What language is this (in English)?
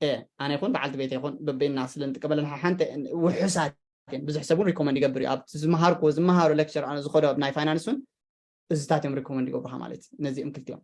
Tigrinya